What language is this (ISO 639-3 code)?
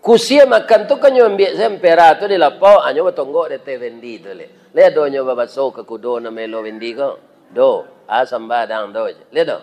min